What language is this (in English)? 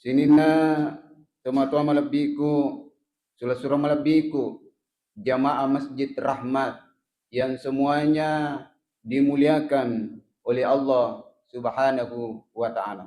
Buginese